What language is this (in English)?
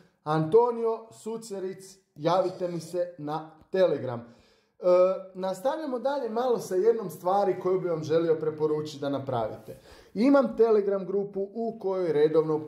Croatian